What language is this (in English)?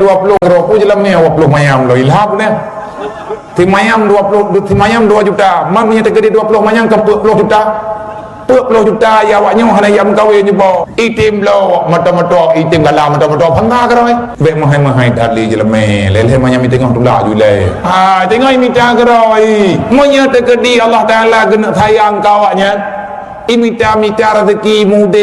Achinese